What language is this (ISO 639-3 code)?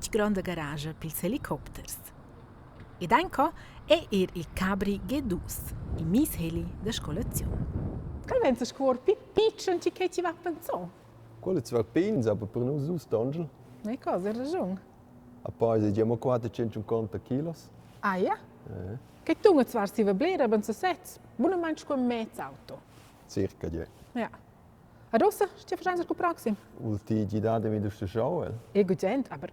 roh